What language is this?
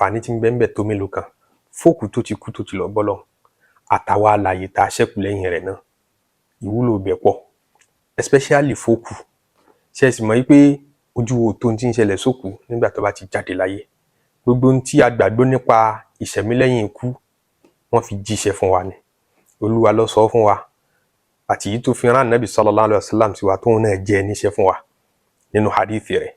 Yoruba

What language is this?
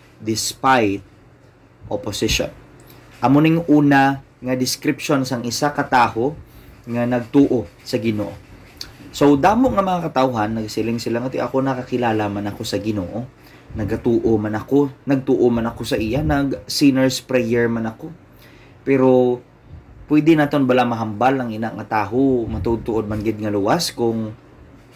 Hiligaynon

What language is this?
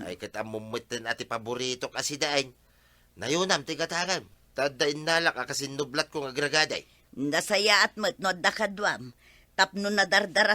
Iloko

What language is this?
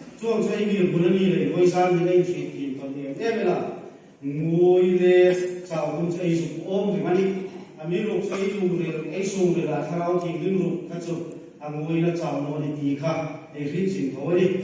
Hmar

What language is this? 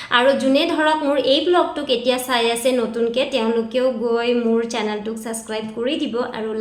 Assamese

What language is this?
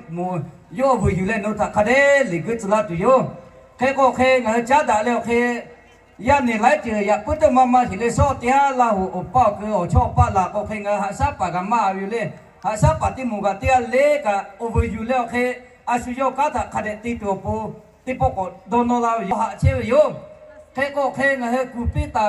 Lahu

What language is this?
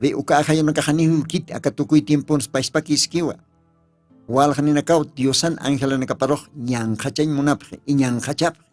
Aymara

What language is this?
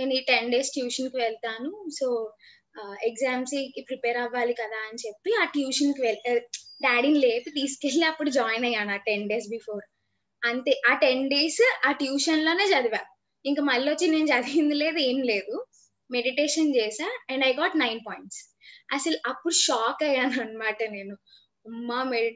Telugu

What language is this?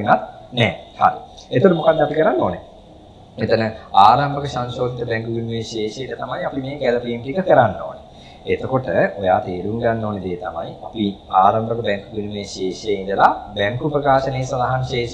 Sinhala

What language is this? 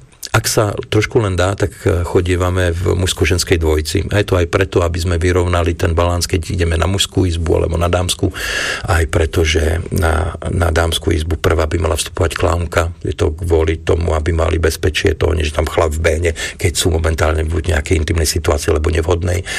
Slovak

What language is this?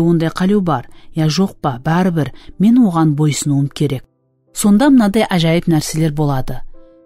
Kara-Kalpak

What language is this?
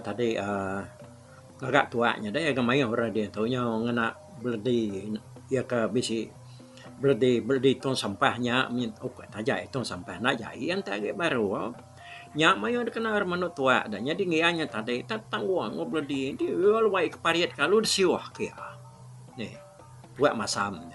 Iban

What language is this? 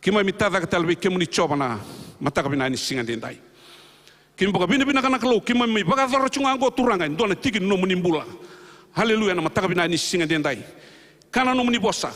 Fijian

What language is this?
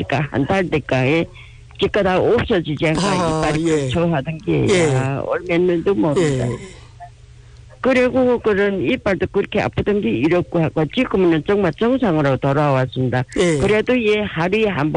Korean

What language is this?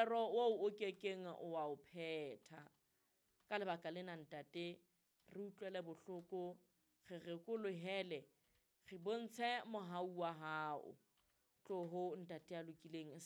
Southern Sotho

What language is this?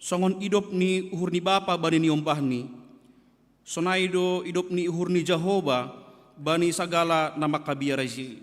Batak Simalungun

